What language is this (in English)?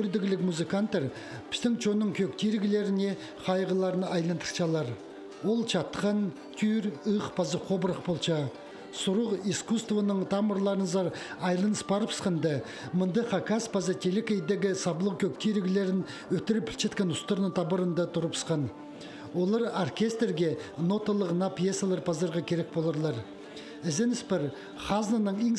Khakas